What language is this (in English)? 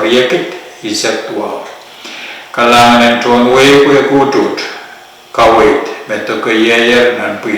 Pohnpeian